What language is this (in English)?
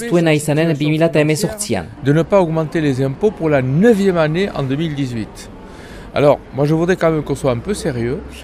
Basque